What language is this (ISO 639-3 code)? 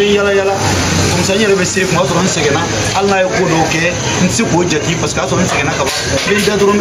bam